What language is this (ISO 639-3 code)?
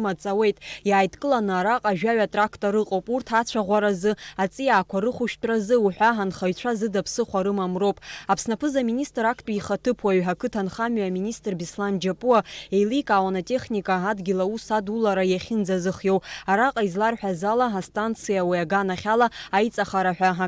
abk